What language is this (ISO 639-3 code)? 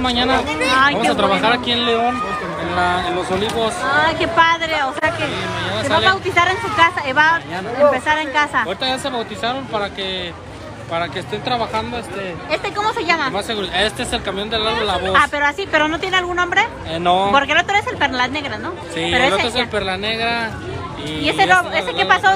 spa